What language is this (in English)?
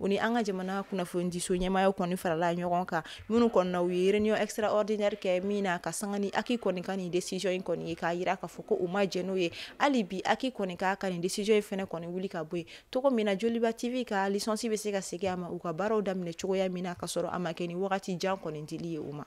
Bambara